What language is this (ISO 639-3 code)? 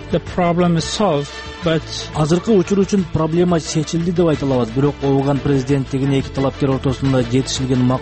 kir